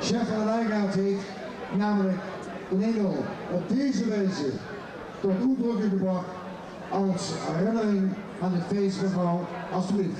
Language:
Limburgish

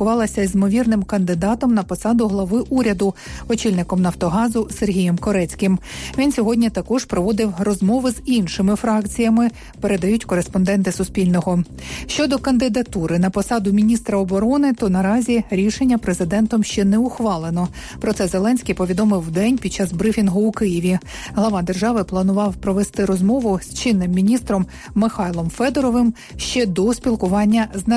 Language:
Ukrainian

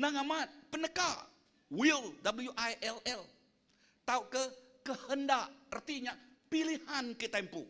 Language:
Iban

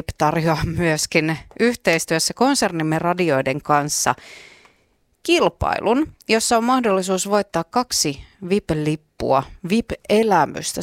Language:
Finnish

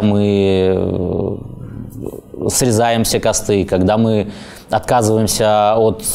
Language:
Russian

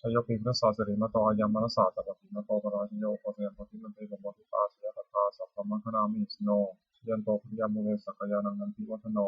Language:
Pali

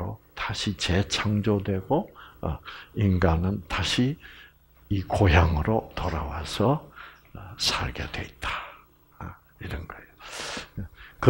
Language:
Korean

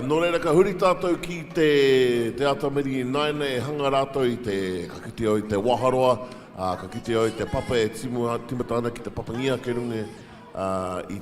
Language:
Māori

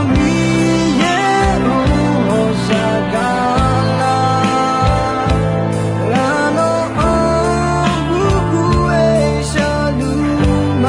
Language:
Akha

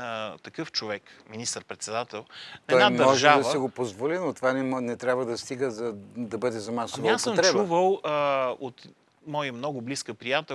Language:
Bulgarian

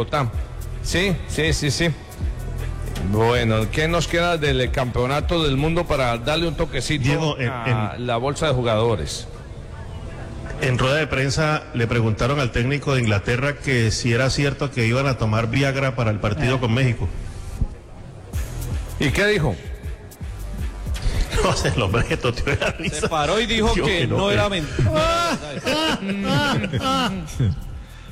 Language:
Spanish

